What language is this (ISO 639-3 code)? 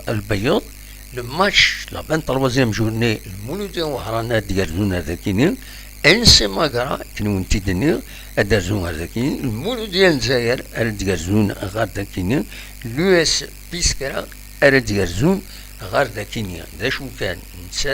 kab